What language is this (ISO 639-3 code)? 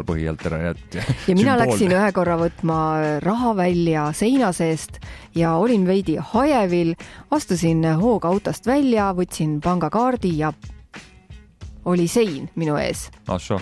est